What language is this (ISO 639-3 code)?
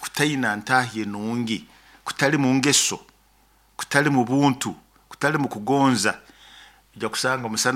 nyo